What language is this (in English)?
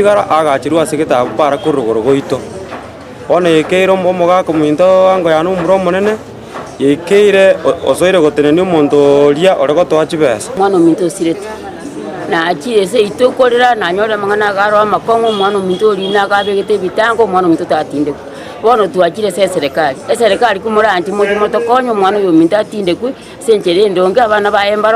Gusii